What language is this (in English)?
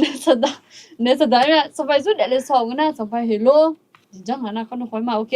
Akha